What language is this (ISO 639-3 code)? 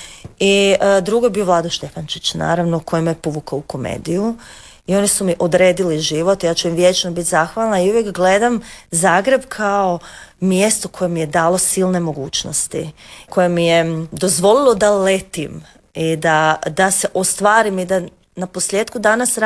hrv